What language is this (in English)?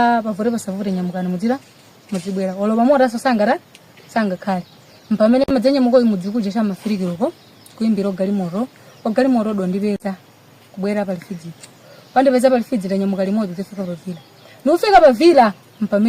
Nyanja